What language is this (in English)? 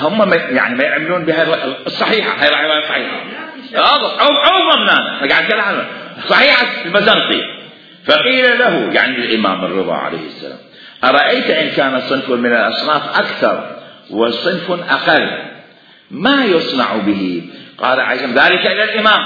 Mesopotamian Arabic